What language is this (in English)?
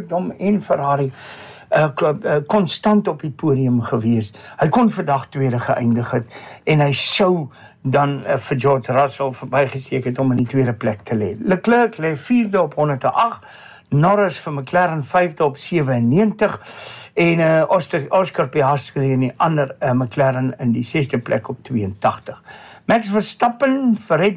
Afrikaans